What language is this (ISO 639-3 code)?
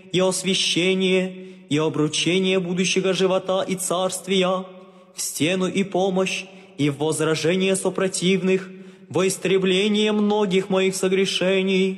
rus